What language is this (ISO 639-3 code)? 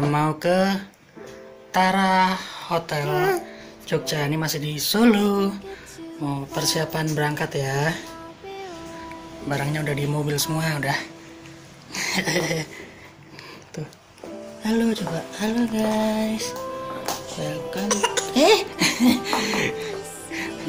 ind